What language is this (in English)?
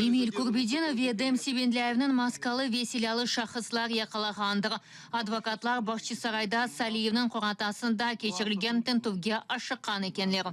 Crimean Tatar